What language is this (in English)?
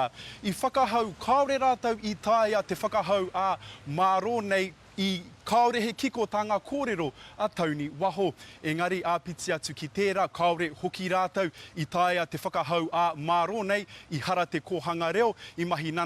Māori